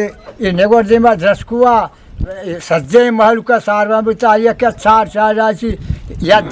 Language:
Eastern Balochi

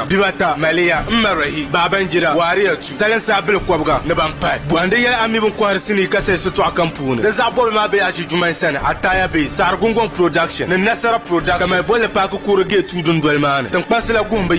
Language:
Dagbani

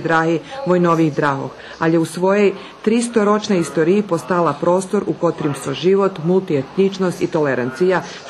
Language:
Rusyn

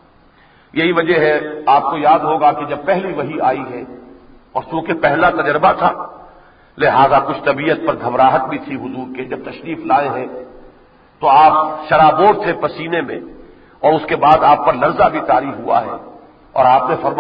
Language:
Urdu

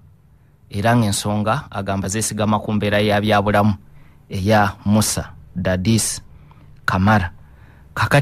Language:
Ganda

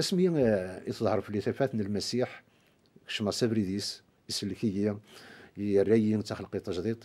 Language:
Kabyle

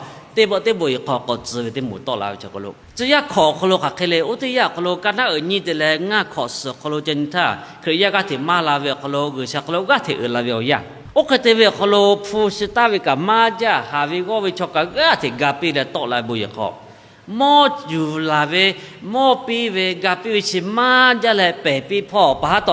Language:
Lahu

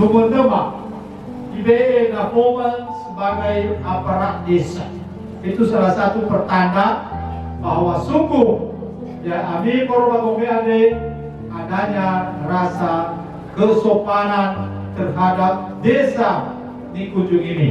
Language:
Nias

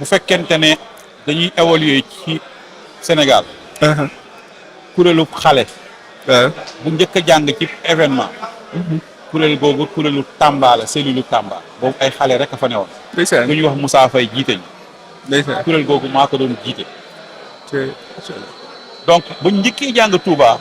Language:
Wolof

